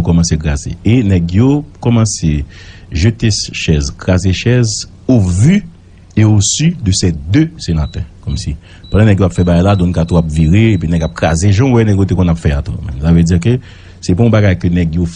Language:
Haitian Creole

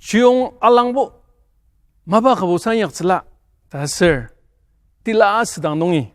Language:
Ao Naga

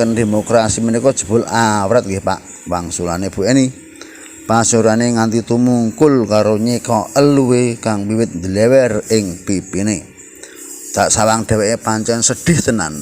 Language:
Javanese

